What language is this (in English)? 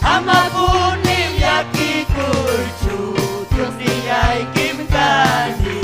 Ayacucho Quechua